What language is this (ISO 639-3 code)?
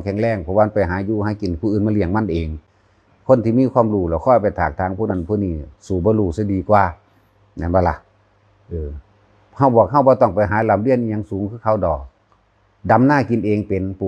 tts